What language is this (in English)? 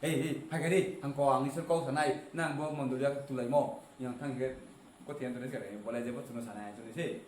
Riang (India)